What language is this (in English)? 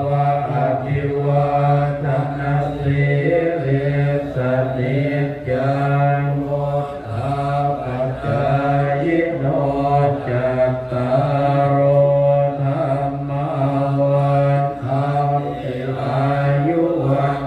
Pali